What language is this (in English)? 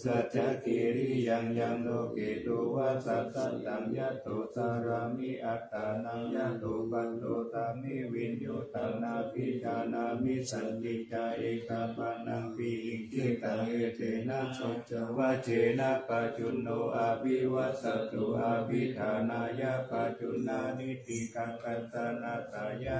Pali